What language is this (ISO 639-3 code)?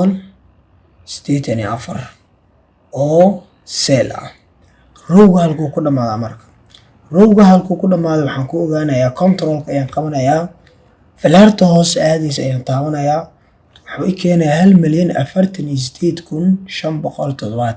som